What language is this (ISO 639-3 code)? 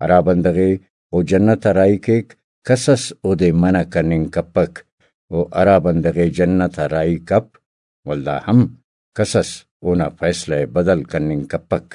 brh